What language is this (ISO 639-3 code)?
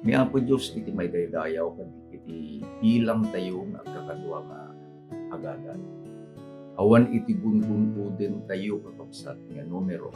ilo